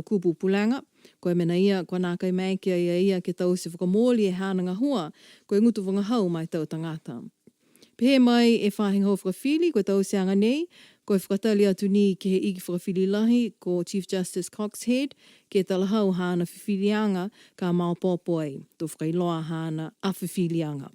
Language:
Niuean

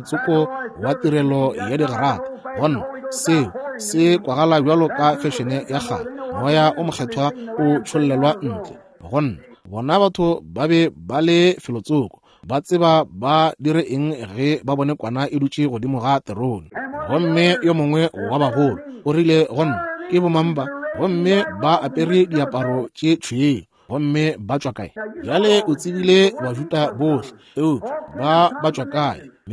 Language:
Northern Sotho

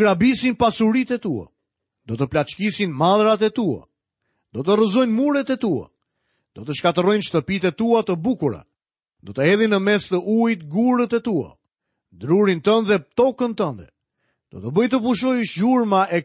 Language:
Albanian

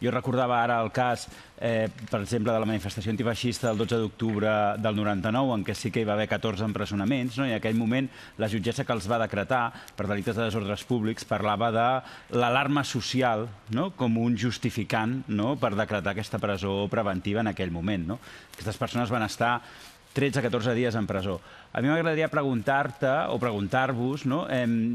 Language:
Catalan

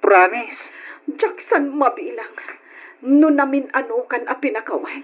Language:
Iloko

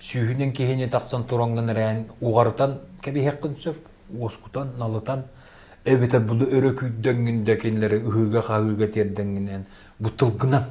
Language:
Yakut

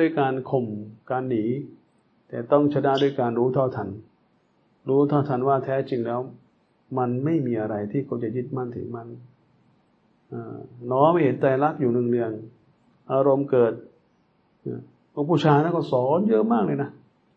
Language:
Thai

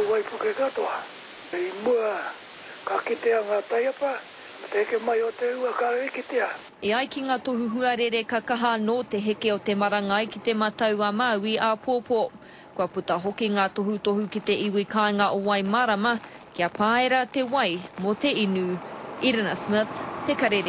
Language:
Māori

